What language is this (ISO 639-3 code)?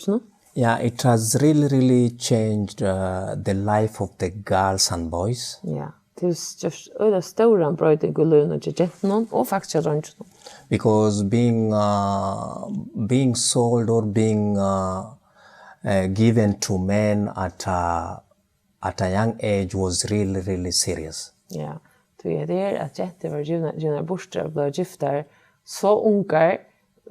fao